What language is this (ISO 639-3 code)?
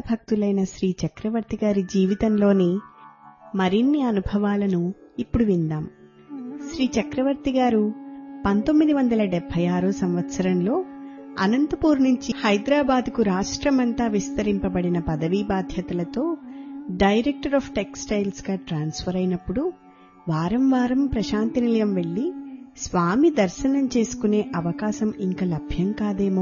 tel